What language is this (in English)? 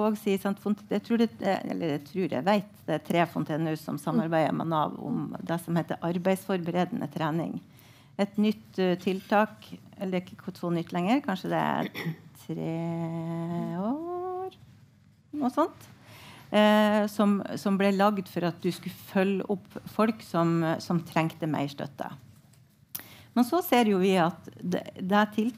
Norwegian